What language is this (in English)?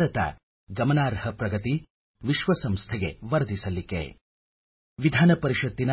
Kannada